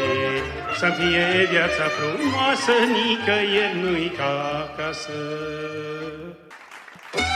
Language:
Romanian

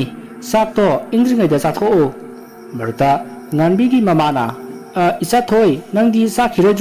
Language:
Manipuri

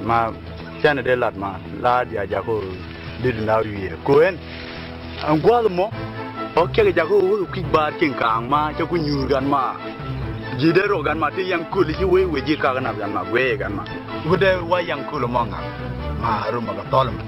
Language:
Nuer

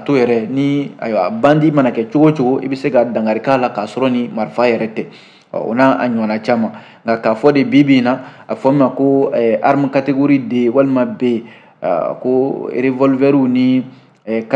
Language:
Bambara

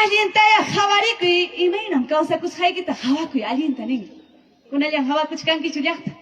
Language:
Ayacucho Quechua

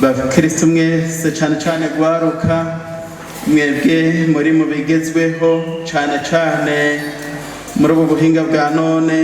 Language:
Rundi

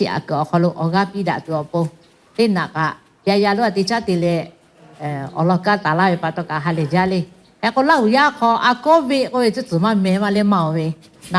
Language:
Lahu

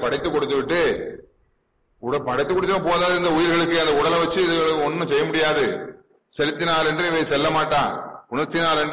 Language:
Tamil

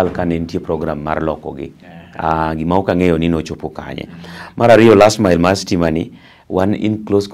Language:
Luo (Kenya and Tanzania)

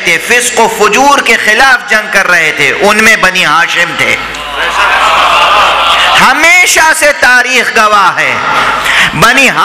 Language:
Urdu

